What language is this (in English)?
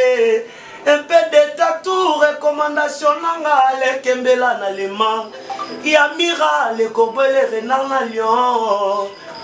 Lingala